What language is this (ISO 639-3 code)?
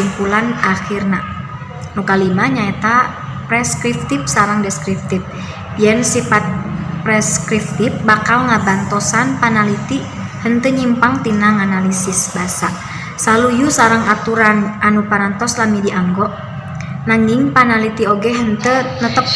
sun